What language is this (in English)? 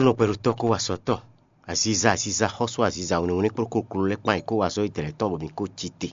Fon